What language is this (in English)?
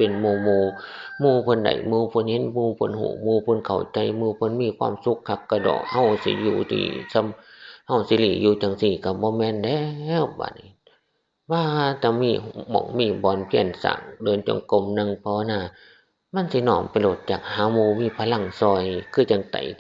Northeastern Thai